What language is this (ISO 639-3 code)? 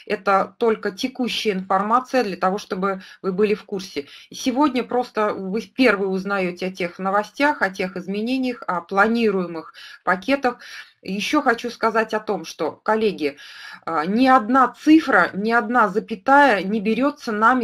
rus